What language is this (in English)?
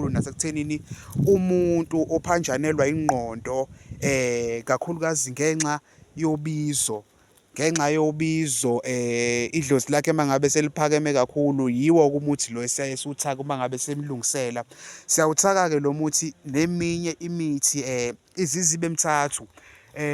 Zulu